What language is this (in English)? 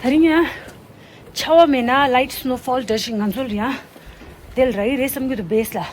Tibetan